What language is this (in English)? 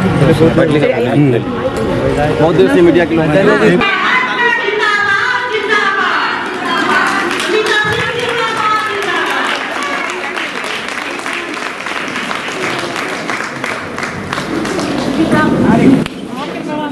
Hindi